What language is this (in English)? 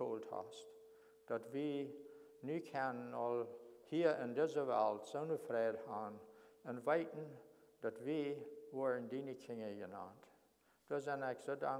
Plautdietsch